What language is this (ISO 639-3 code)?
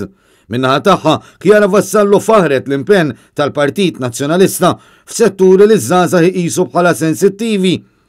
mlt